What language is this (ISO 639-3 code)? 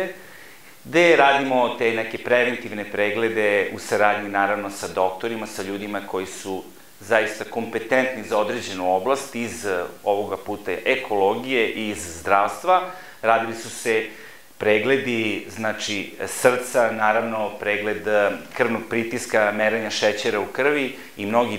srp